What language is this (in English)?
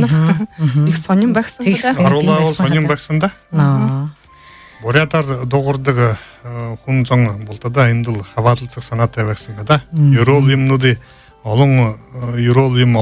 Buriat